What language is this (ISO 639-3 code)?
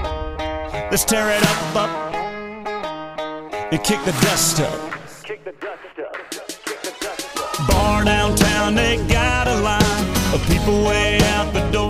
eng